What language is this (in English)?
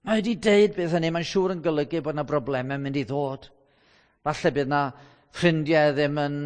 Welsh